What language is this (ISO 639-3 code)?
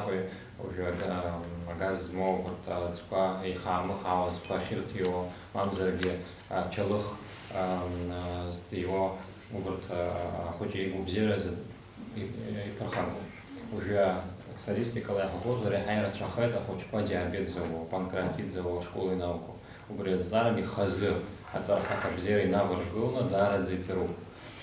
abk